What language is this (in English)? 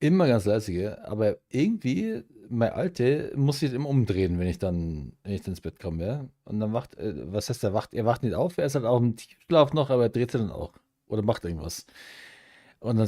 Bavarian